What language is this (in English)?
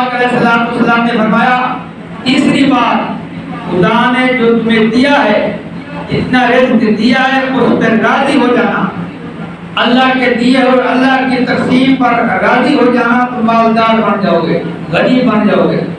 Urdu